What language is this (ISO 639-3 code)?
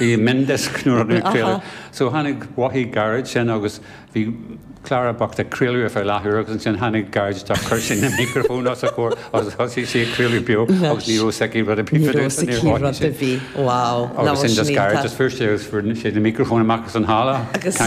gle